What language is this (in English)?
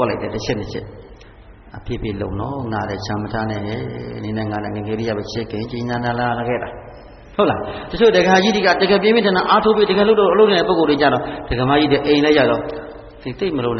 Burmese